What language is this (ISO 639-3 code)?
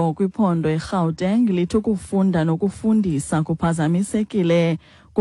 xho